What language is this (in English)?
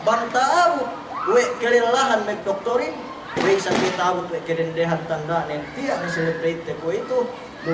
Yakan